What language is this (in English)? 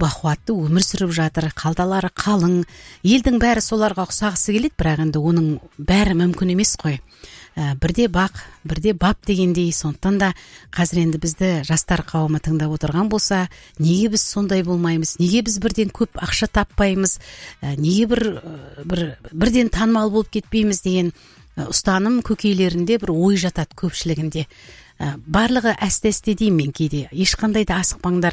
Kazakh